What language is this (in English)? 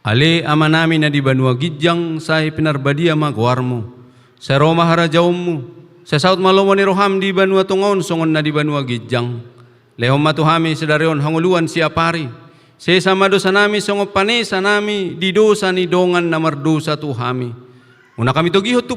Batak Toba